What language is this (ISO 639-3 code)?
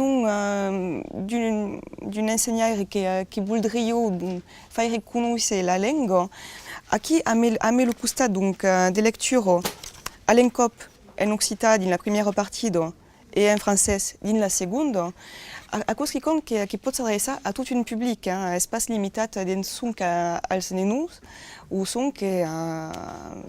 oci